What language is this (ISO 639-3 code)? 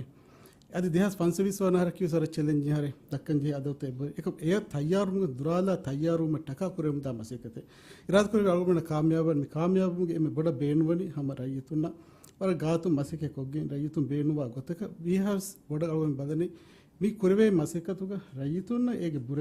div